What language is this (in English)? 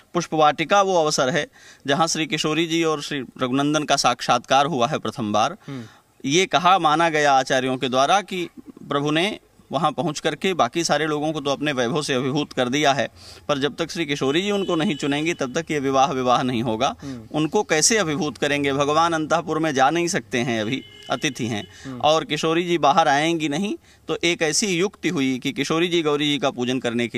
Hindi